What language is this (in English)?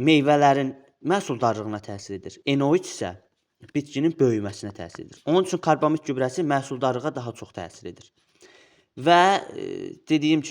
Azerbaijani